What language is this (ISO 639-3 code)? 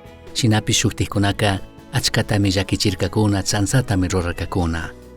qug